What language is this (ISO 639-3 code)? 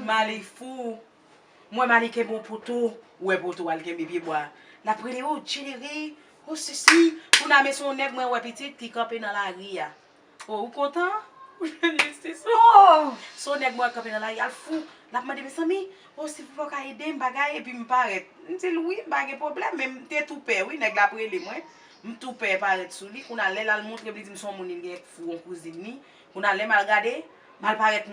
hat